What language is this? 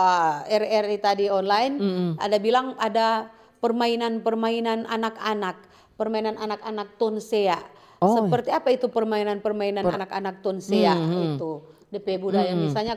Manado Malay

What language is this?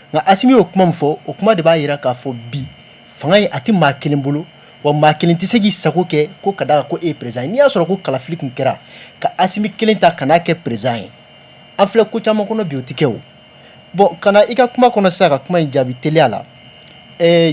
Bambara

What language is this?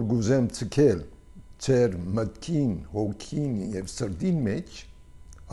Armenian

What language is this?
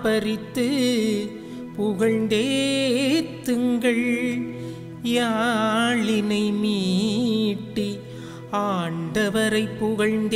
Tamil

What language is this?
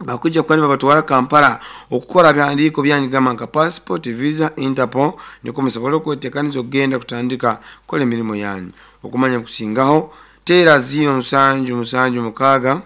Nyankole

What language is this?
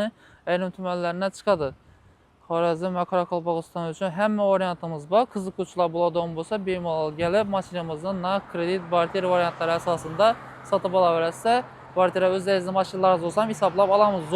Uzbek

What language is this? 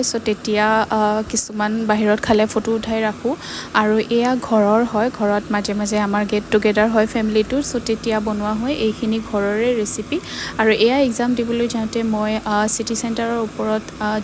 Assamese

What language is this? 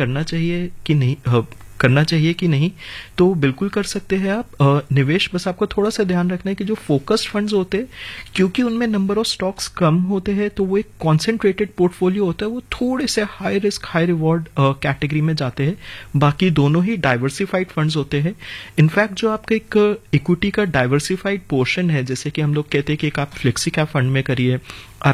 Hindi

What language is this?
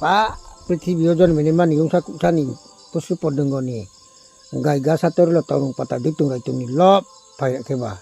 Riang (India)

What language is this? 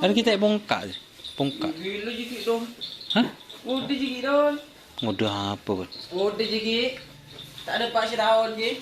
Madurese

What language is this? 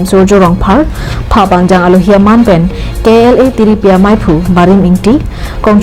Karbi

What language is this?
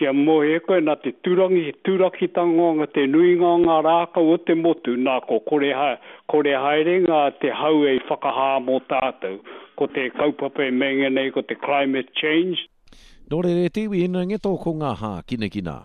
Māori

